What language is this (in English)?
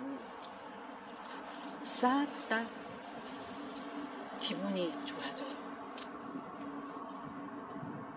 Korean